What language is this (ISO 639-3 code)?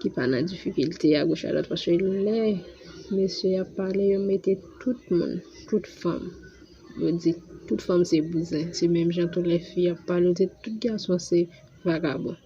hat